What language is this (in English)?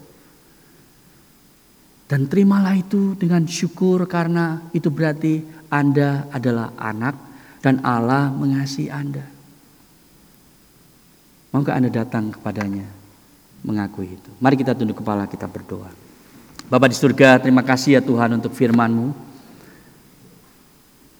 Indonesian